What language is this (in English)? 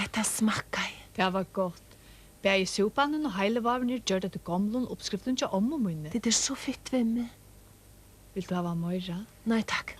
Faroese